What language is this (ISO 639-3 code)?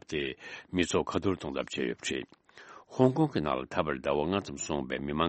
bod